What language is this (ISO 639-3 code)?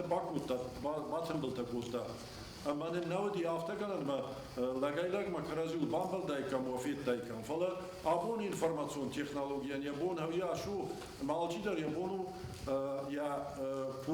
oss